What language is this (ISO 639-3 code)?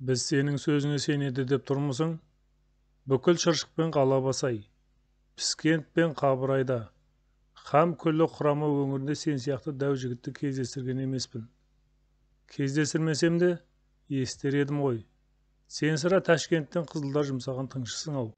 kaz